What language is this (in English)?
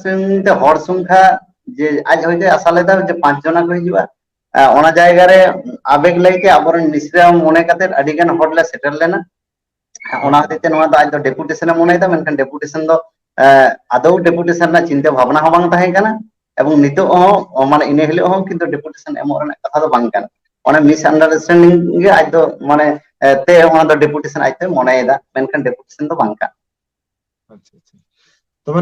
Santali